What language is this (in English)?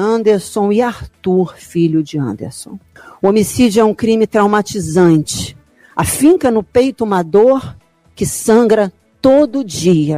Portuguese